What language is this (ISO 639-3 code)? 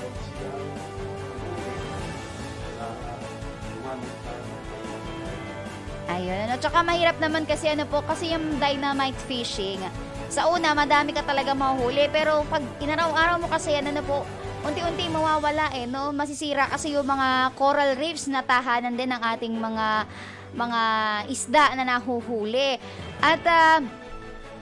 fil